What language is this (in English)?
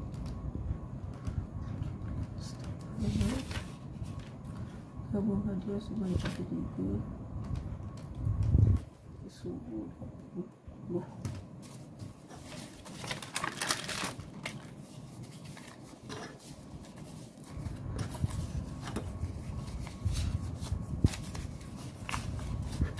Malay